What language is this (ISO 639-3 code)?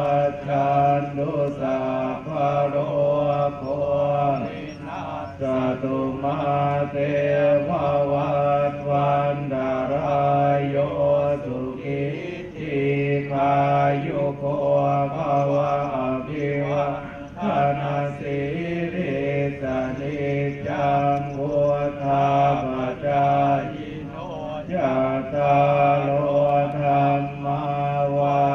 pli